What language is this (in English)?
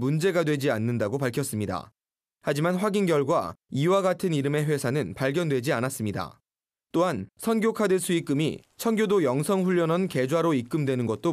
Korean